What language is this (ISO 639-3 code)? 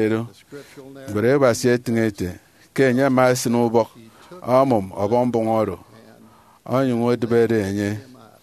efi